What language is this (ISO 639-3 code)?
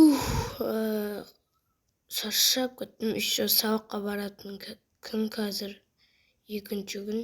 kaz